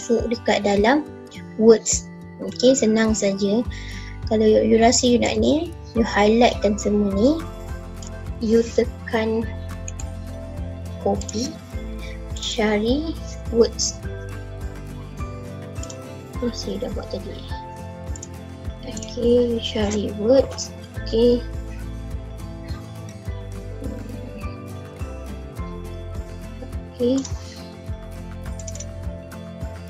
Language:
Malay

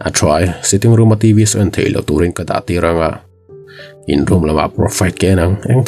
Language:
Mizo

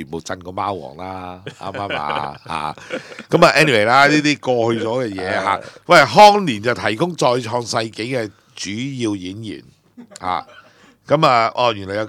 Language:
Cantonese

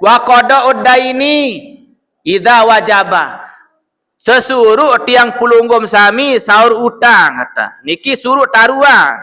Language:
Sasak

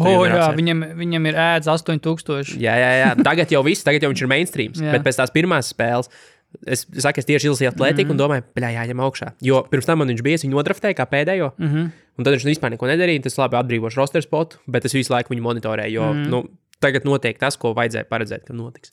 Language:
Latvian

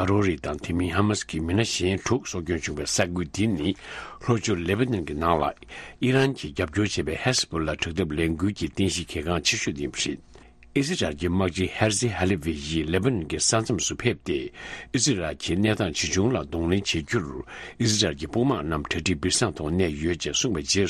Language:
Tibetan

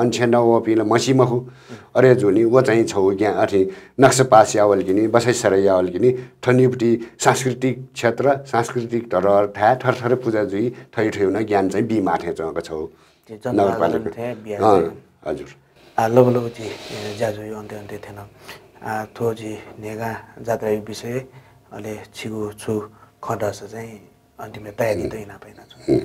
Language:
Newari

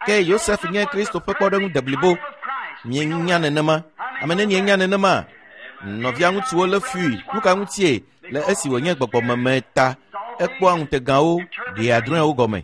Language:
Ewe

